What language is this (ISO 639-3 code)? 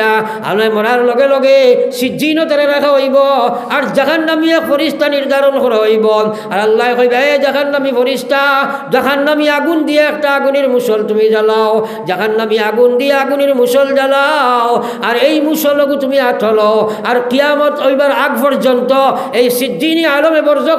syl